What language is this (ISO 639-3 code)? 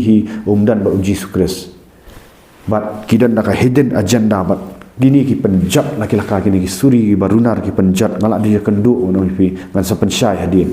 kha